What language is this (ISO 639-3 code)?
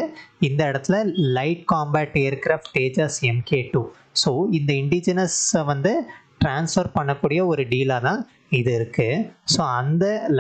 tam